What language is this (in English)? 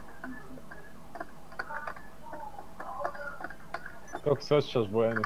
Bosnian